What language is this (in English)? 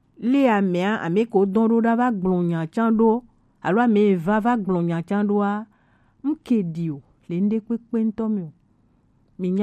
Gen